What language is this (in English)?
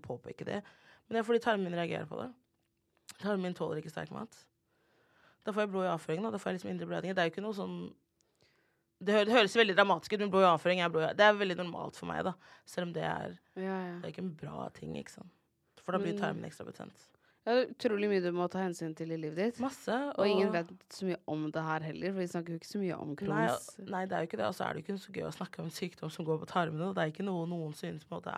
Norwegian